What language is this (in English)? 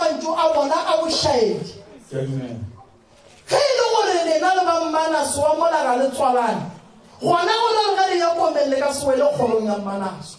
Northern Sotho